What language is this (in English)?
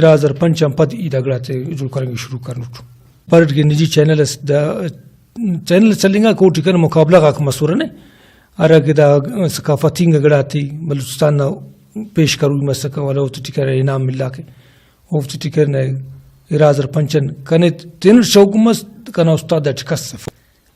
Brahui